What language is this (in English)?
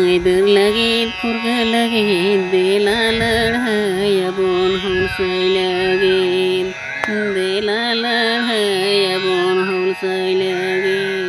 Santali